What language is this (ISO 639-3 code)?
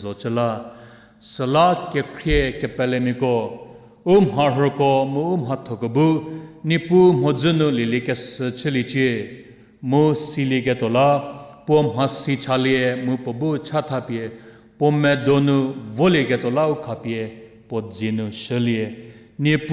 njm